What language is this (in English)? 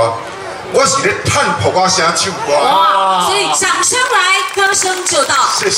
Min Nan Chinese